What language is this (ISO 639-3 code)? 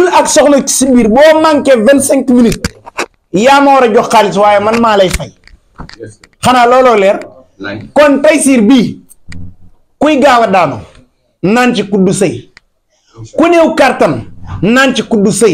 wol